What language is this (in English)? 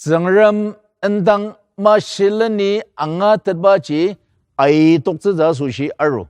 Ao Naga